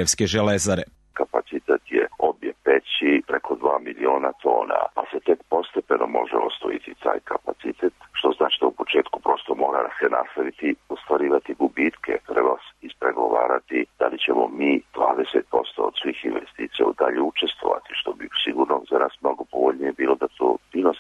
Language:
Serbian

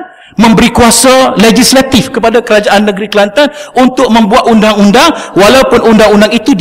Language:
Malay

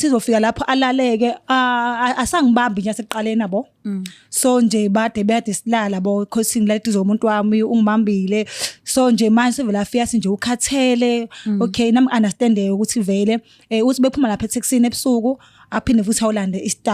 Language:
Zulu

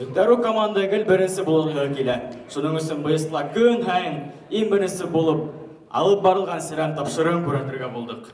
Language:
Bashkir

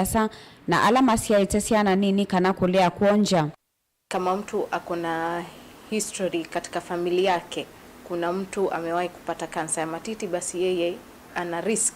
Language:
Kamba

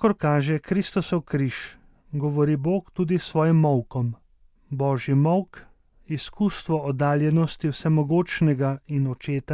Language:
Slovenian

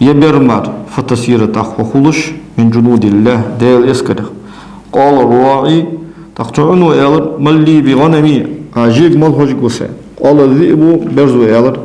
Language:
Ingush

